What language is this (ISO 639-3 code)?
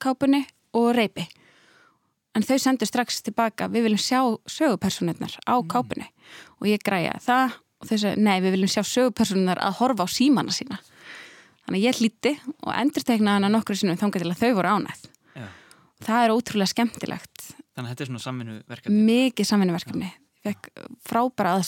isl